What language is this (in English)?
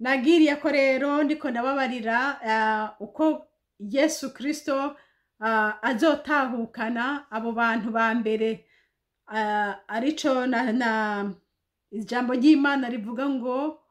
Rundi